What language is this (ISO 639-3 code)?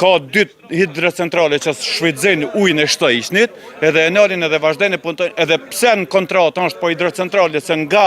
sqi